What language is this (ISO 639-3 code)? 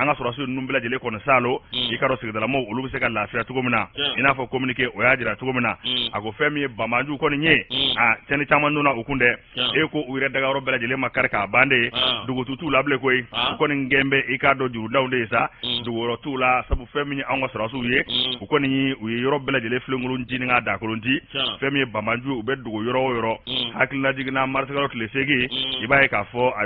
bam